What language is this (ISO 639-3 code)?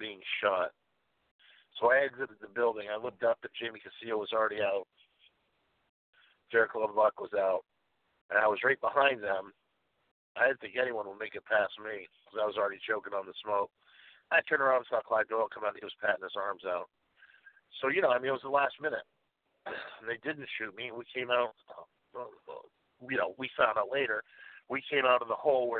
eng